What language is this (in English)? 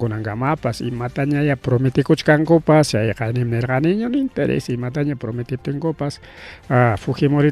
Ayacucho Quechua